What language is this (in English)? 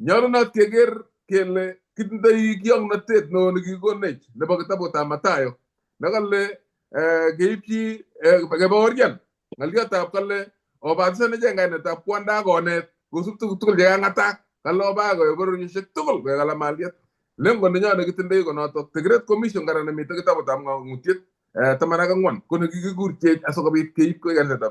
Kalenjin